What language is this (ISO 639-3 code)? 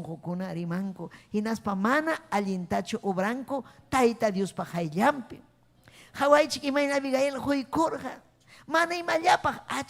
quy